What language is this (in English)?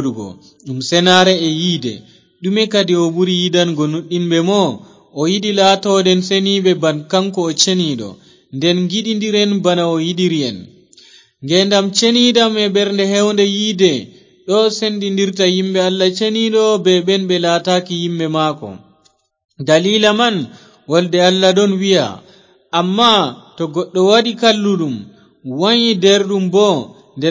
Fula